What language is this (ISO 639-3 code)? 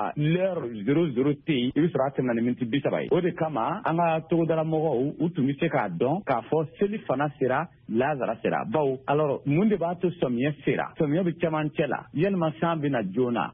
bam